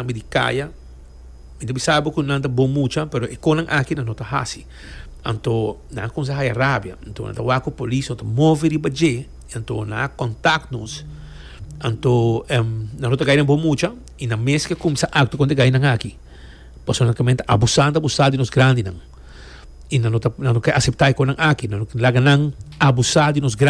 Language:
Papiamento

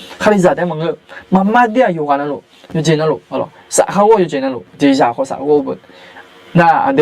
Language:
Akha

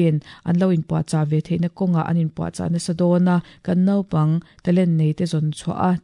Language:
Mizo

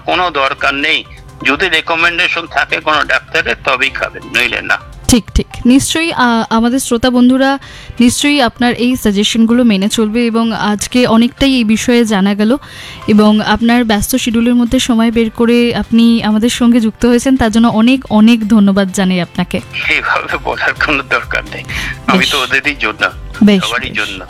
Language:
Bangla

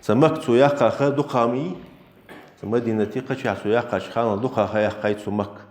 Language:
Ingush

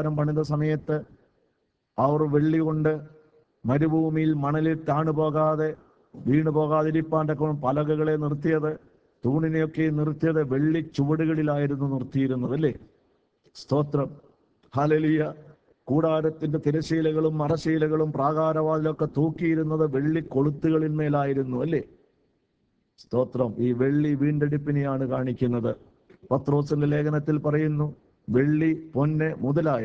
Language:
Malayalam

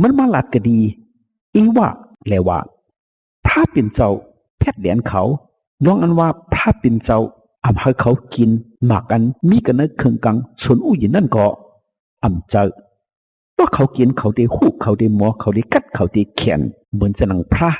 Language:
Shan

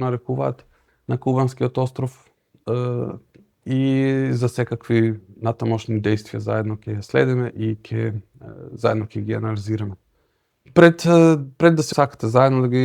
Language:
Macedonian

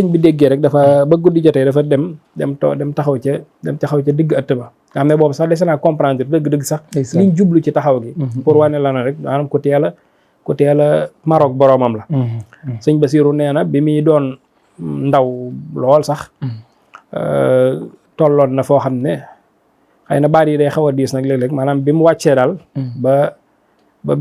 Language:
Wolof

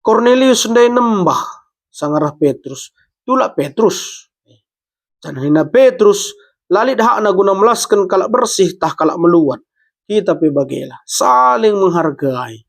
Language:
Batak Karo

